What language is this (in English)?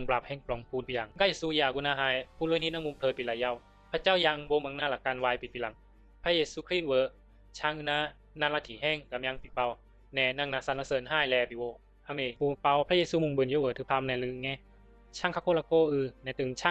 Bisu